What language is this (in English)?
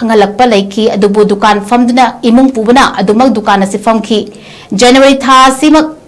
Manipuri